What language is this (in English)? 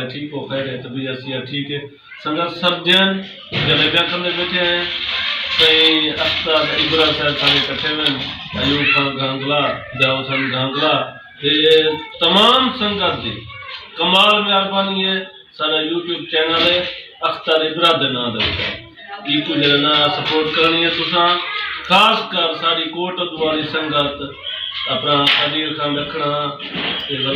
Saraiki